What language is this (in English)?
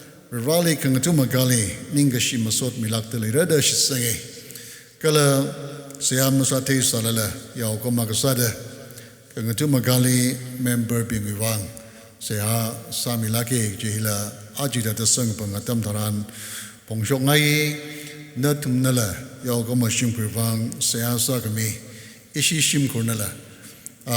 Tangkhul Naga (India)